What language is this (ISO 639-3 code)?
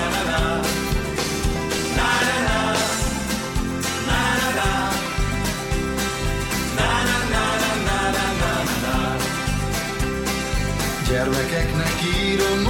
hun